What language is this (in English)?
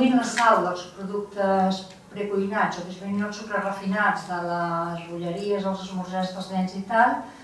Catalan